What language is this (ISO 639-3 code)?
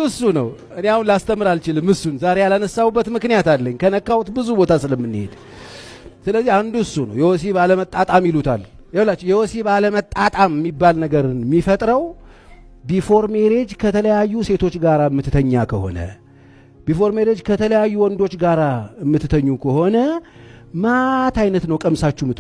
amh